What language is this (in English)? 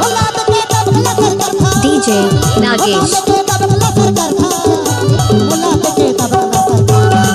Chhattisgarhi